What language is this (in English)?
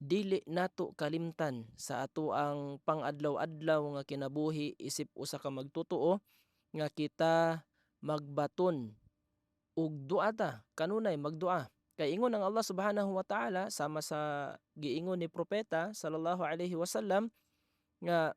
Cebuano